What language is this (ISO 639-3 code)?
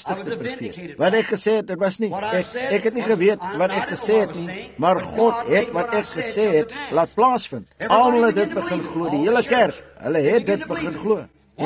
afr